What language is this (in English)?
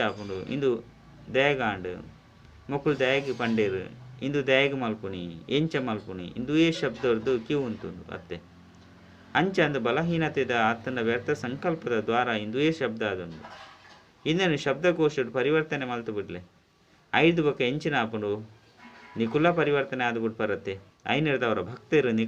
Tulu